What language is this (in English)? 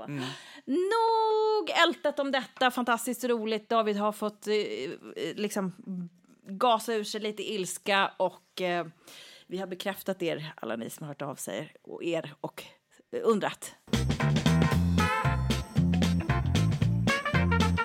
Swedish